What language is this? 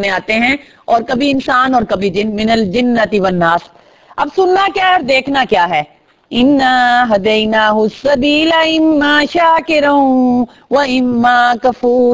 Urdu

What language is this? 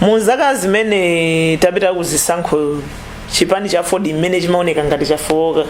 Nyanja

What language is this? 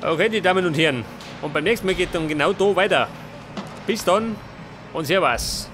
Bavarian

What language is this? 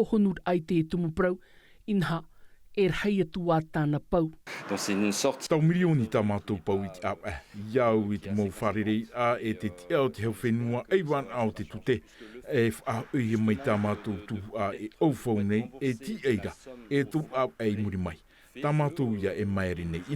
Tahitian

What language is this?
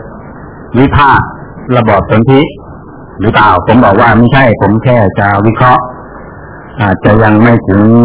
Thai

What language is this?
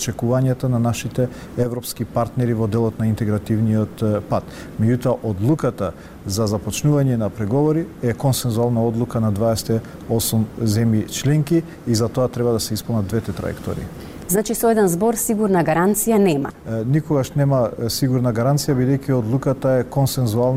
Macedonian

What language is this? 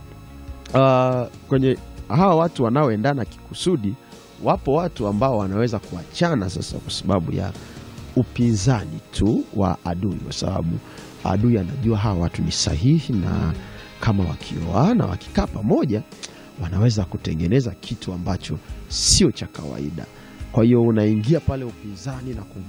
Swahili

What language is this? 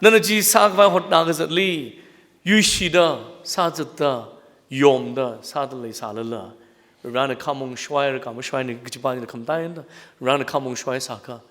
Tangkhul Naga (India)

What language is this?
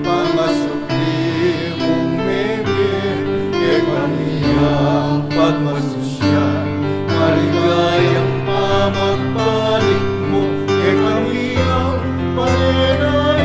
Pampanga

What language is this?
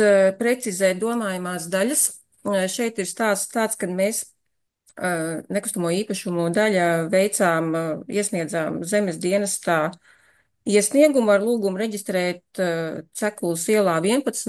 Latvian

